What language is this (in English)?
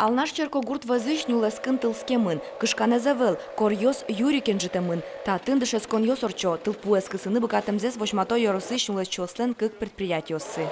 Udmurt